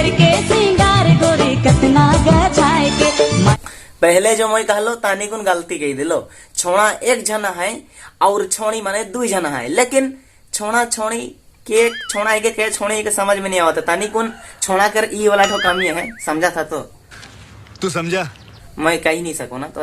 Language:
Sadri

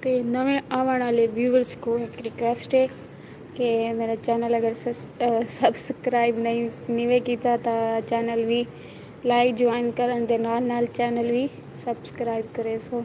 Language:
Saraiki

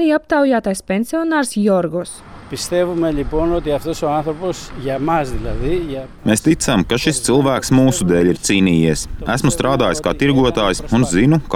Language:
Latvian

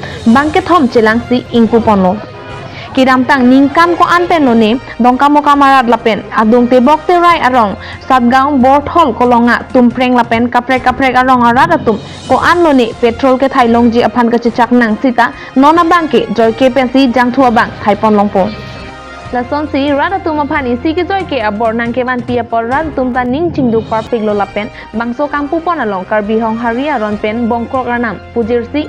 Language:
Karbi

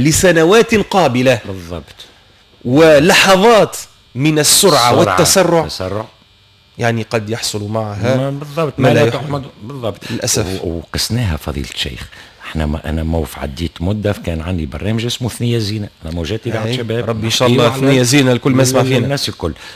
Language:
Tunisian Arabic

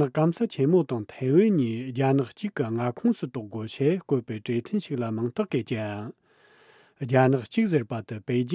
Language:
Tibetan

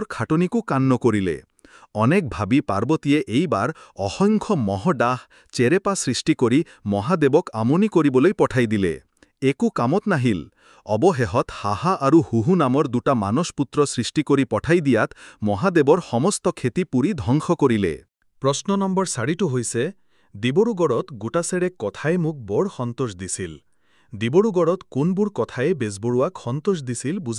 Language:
Assamese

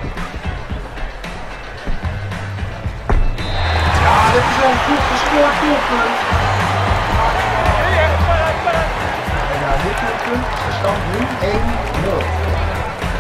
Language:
Dutch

